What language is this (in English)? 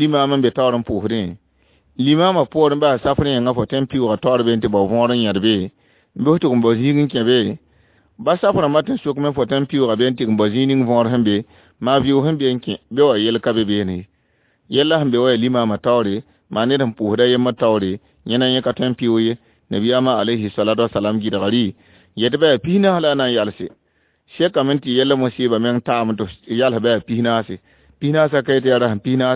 Mossi